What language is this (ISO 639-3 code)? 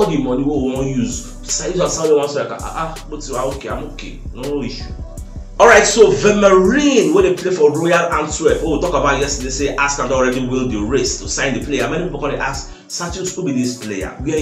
pcm